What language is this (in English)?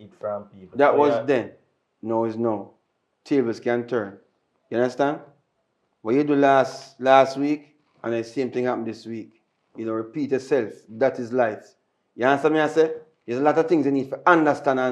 Jamaican Creole English